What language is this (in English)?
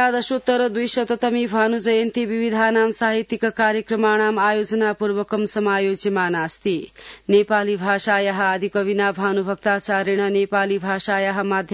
Sanskrit